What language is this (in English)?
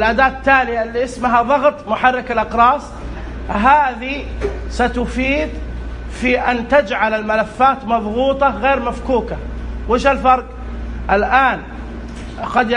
Najdi Arabic